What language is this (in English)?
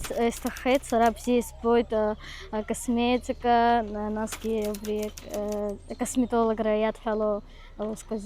Abkhazian